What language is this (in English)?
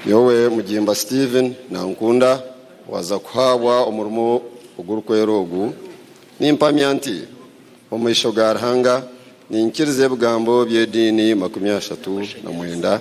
Nyankole